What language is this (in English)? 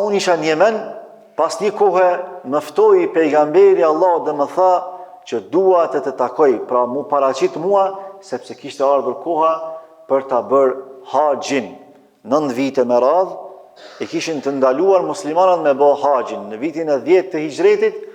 Albanian